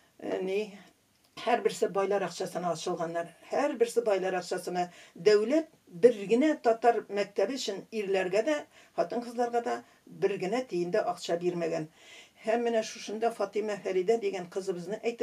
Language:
Tatar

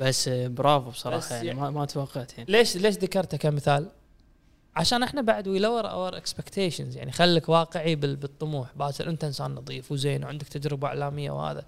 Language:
Gulf Arabic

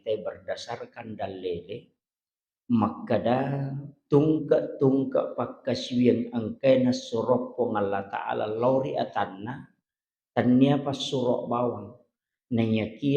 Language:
Buginese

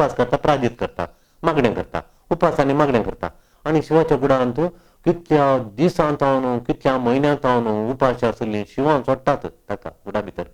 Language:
Konkani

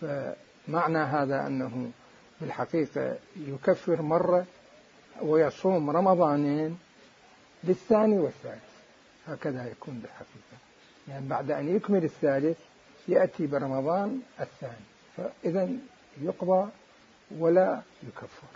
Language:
Mesopotamian Arabic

